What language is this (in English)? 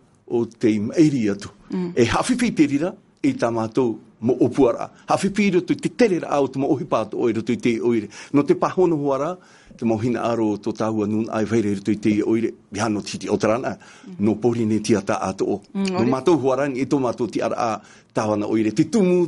Tahitian